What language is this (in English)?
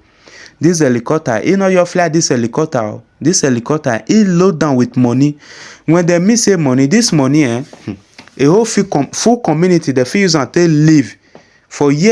Nigerian Pidgin